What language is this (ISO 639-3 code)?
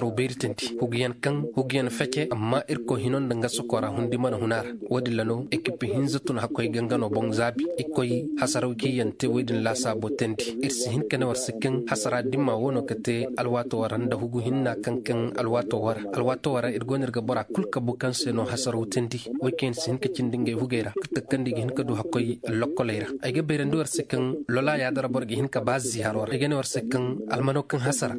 ses